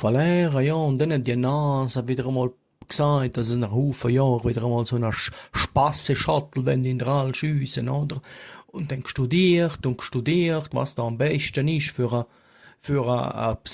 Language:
Swiss German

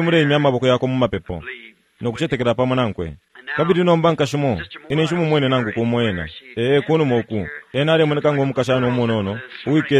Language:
Bemba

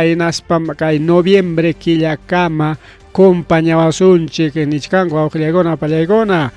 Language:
Ayacucho Quechua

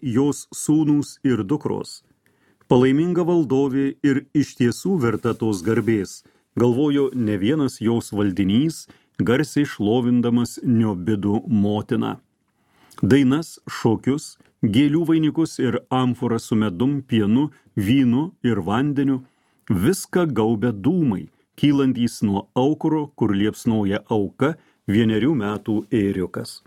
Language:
Lithuanian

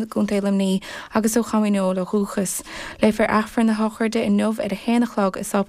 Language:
Irish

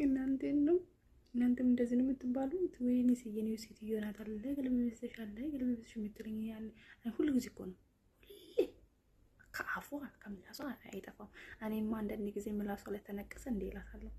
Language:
Amharic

